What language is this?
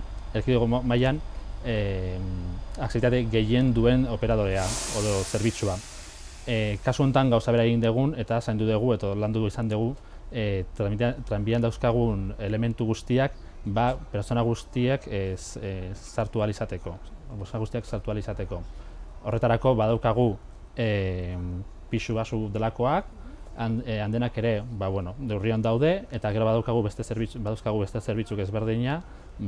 Basque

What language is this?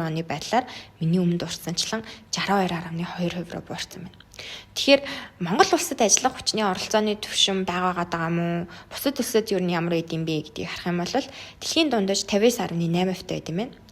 Mongolian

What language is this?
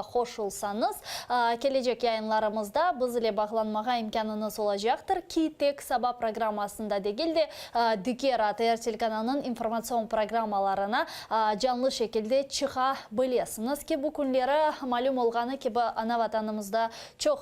Crimean Tatar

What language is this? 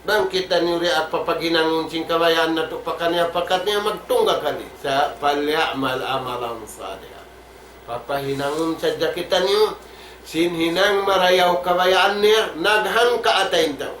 Tausug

